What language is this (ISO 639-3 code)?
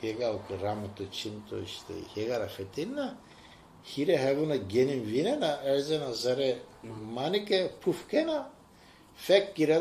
zza